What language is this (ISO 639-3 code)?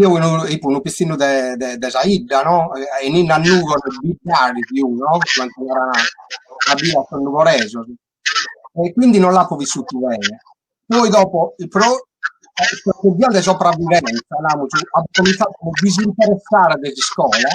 srd